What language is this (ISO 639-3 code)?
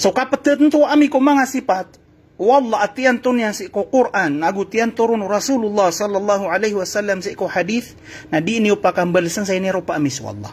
mrw